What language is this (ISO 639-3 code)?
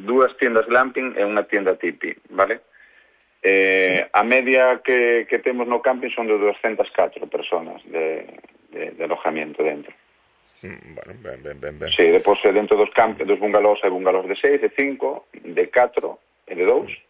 glg